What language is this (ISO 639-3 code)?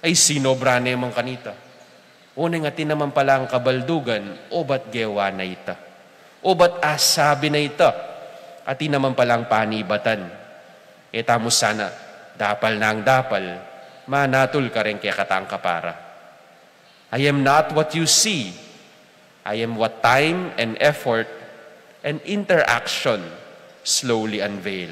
pam